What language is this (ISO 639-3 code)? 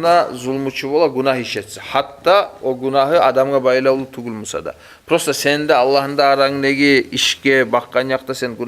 kum